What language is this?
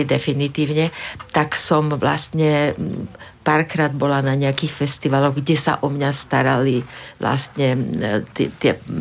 Slovak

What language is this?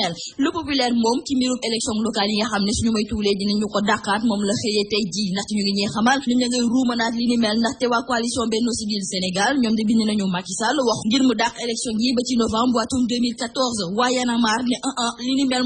Wolof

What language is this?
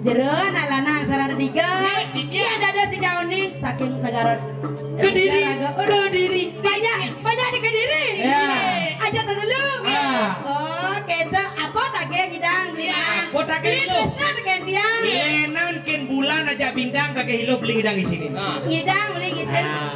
Balinese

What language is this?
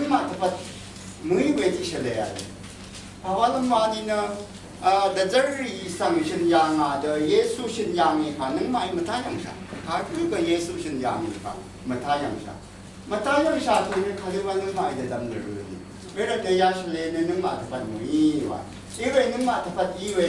Rawang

